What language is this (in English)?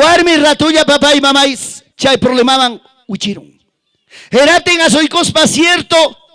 Ayacucho Quechua